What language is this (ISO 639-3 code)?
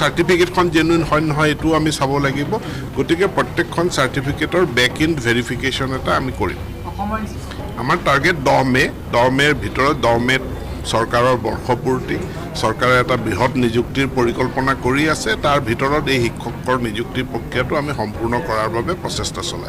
asm